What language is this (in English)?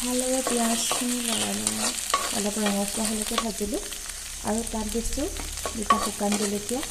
Assamese